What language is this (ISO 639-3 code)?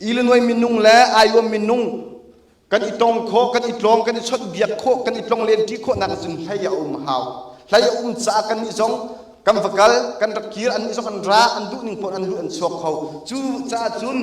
cnh